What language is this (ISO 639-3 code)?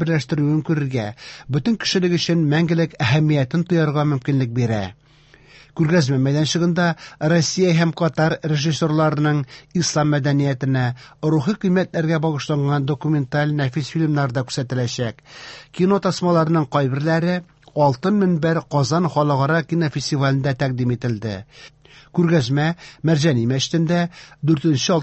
tat